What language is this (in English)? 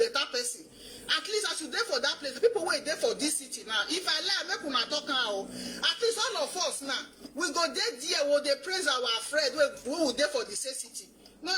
Nigerian Pidgin